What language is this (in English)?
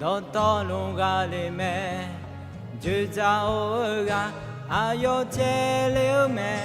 Akha